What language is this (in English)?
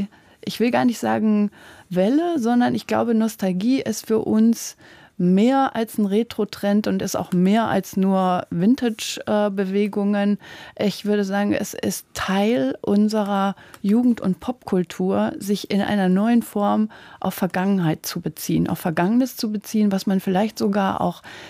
German